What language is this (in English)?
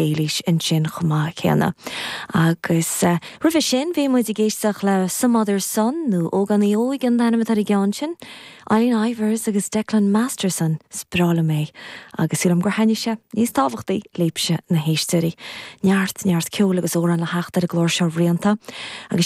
Irish